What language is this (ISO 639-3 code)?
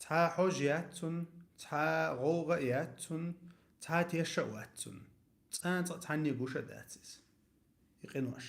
che